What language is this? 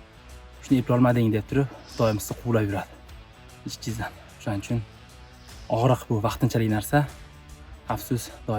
Uzbek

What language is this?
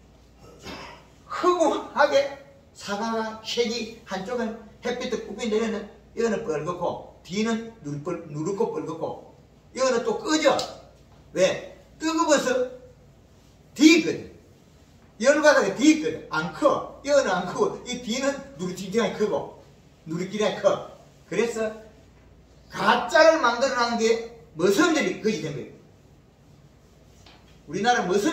Korean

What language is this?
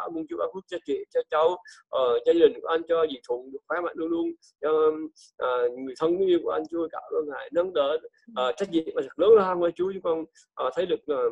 Vietnamese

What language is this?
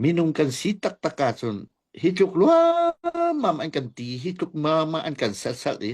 Hakha Chin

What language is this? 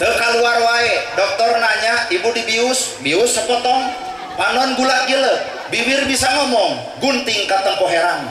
Sundanese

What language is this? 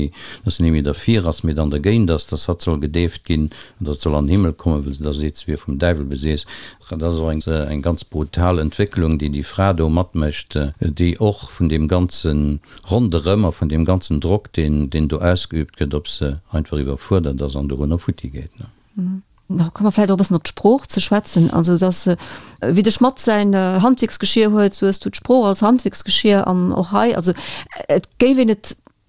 Luxembourgish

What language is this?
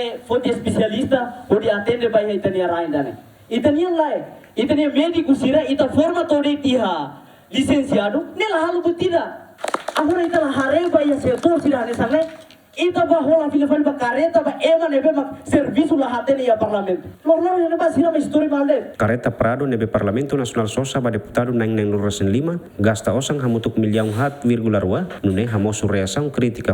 Tetum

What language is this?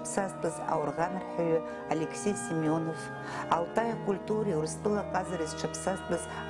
Abkhazian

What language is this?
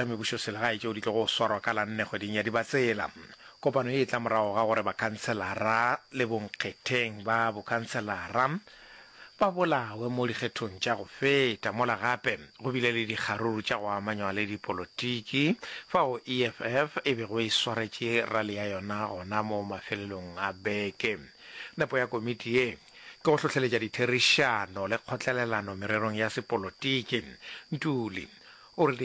Northern Sotho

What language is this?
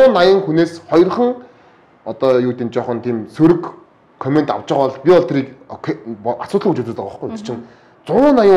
Mongolian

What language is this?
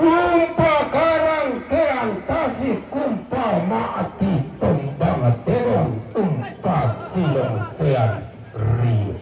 Toraja-Sa'dan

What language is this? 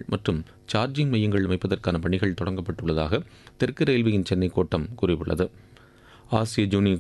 Tamil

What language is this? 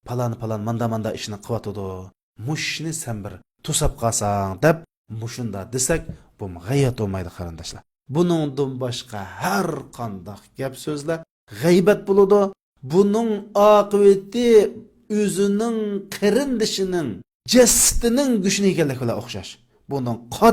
Uyghur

